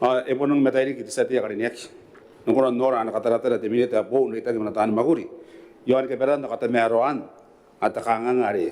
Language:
Gilbertese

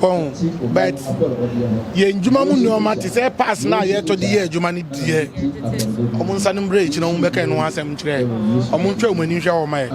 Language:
Akan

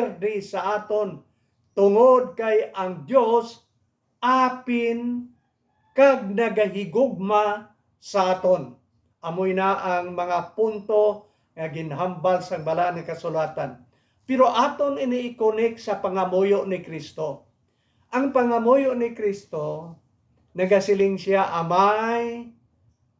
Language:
Hiligaynon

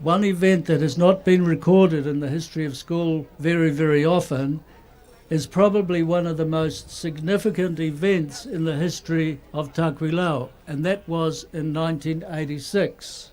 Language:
Tongan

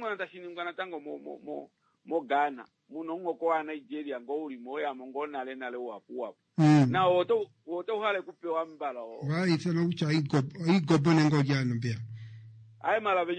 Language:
Kuanyama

